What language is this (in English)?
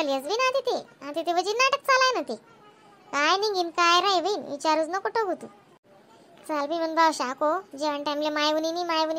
Khandesi